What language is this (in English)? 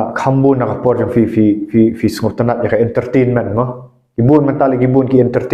Khasi